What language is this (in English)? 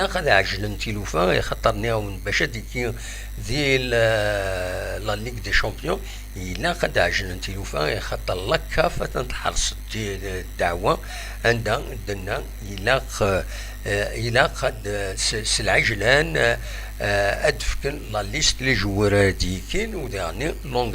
Kabyle